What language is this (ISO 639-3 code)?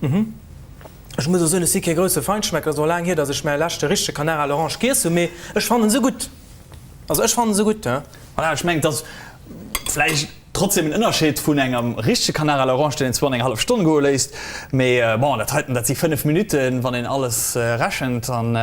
ltz